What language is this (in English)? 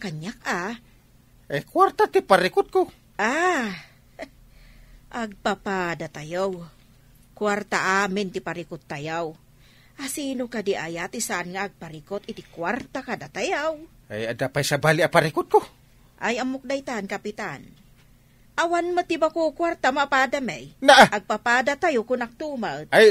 Iloko